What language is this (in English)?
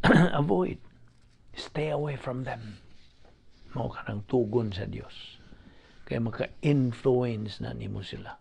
Cebuano